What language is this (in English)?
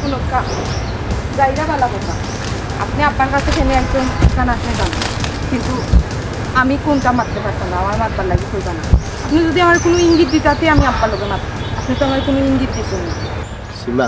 Sylheti